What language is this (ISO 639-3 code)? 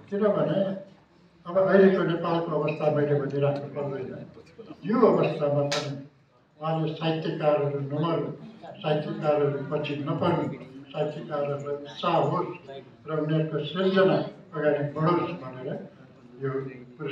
nep